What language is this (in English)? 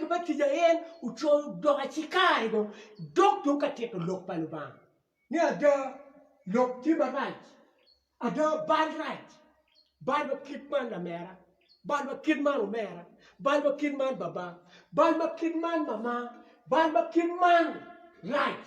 Acoli